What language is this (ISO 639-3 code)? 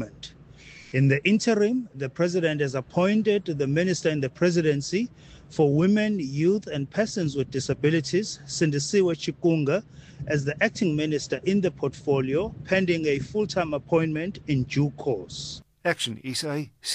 afr